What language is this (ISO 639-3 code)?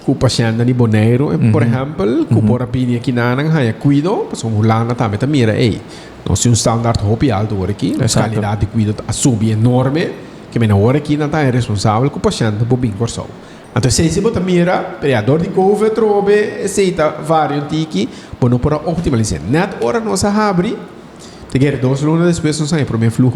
pap